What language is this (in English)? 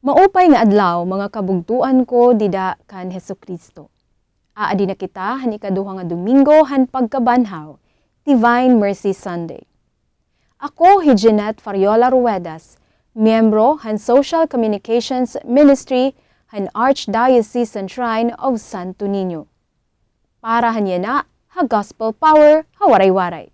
Waray